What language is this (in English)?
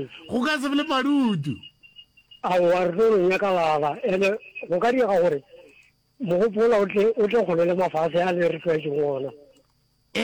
Northern Sotho